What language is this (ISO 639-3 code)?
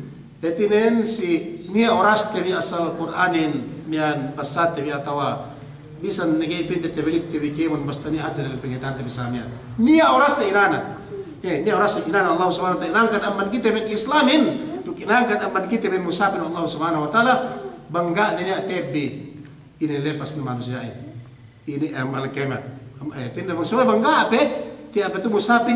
yka